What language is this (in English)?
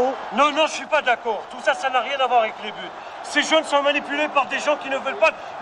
French